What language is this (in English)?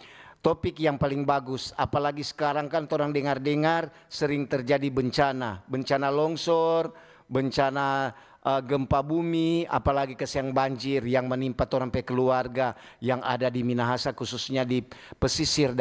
Manado Malay